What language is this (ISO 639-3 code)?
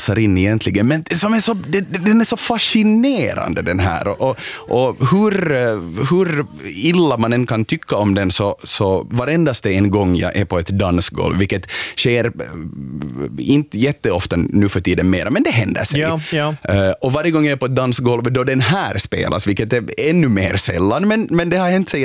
swe